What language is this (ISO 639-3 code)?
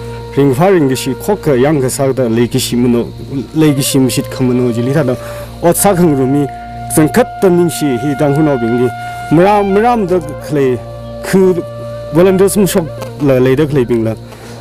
nmf